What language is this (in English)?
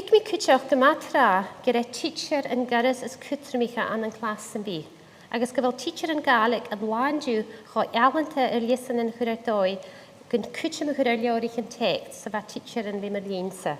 Scottish Gaelic